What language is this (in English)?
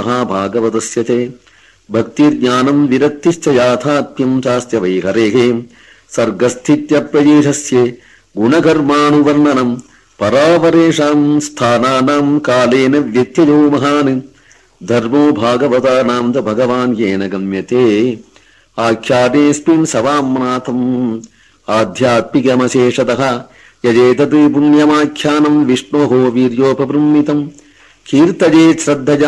Sanskrit